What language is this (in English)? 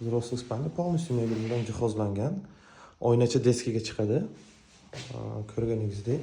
Uzbek